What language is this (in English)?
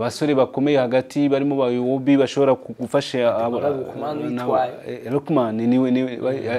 Kinyarwanda